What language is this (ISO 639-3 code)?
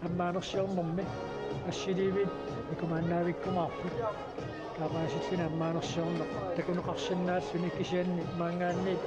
kal